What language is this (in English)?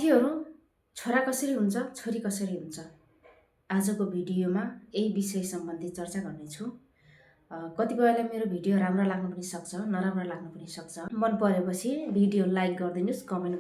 Nepali